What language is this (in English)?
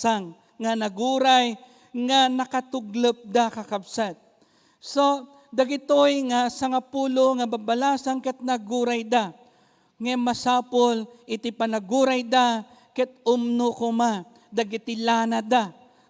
Iloko